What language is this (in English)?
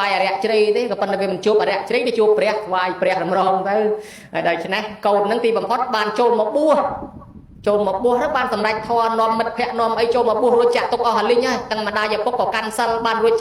Khmer